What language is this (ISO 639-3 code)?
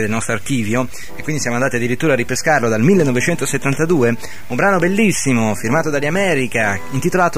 ita